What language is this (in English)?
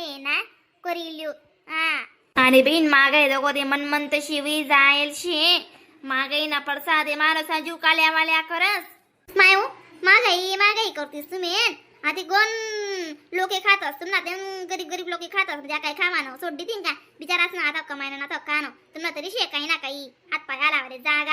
Khandesi